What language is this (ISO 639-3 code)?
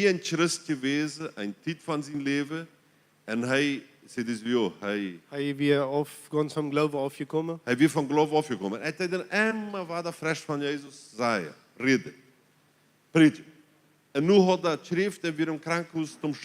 pdt